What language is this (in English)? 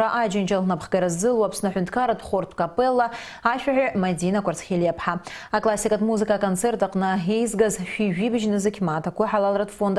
Abkhazian